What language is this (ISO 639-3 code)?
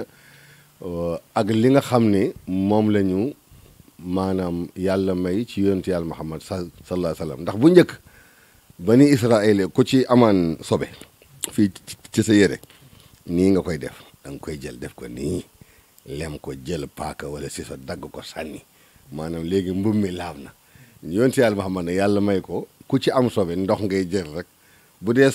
wol